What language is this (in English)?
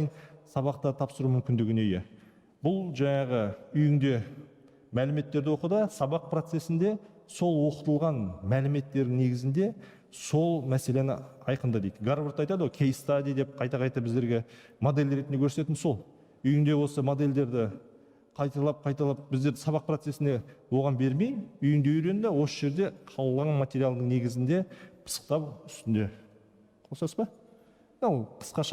Kazakh